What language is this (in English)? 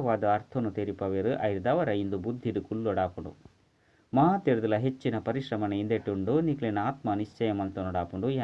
Tulu